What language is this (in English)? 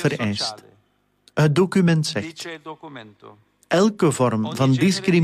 Dutch